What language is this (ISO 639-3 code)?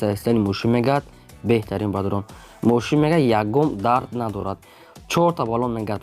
tgk